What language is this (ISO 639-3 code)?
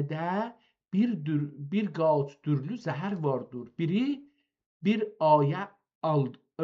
azb